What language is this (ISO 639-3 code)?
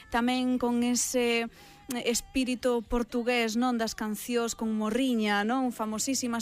glg